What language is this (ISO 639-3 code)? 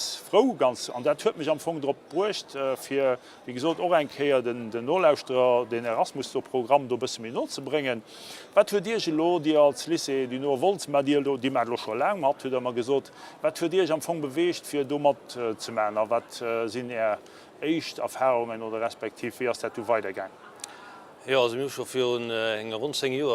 ltz